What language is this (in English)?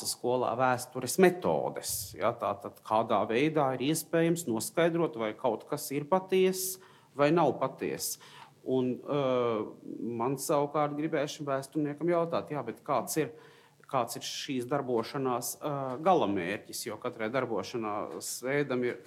Latvian